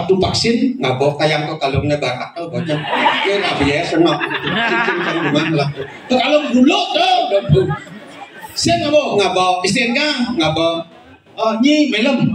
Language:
Balinese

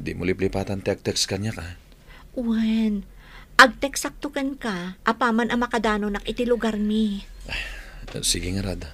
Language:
Iloko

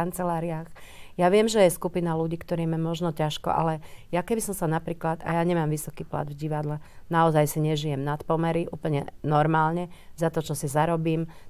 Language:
Slovak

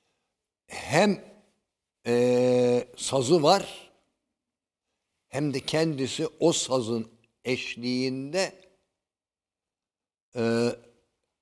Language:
Turkish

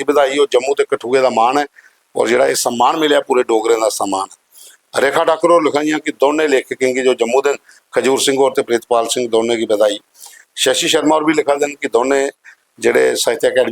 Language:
Dogri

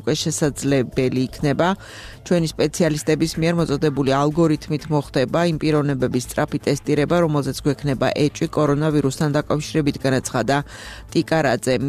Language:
Georgian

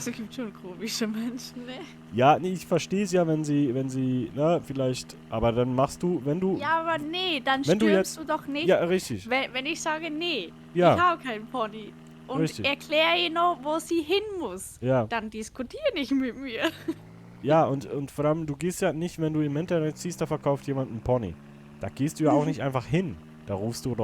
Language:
Swiss German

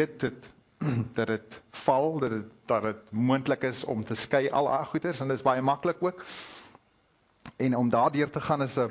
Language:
Afrikaans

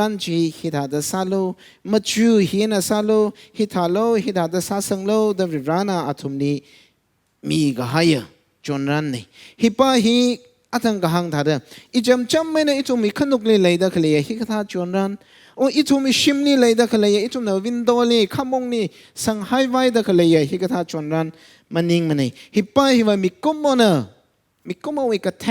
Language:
Tangkhul Naga (India)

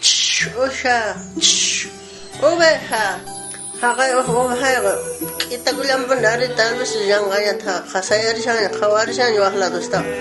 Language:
South Bolivian Quechua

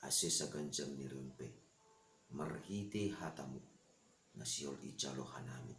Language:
Batak Simalungun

